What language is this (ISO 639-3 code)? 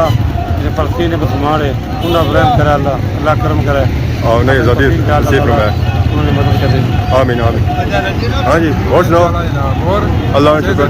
phr